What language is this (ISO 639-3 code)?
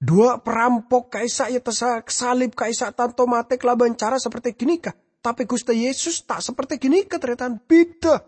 mad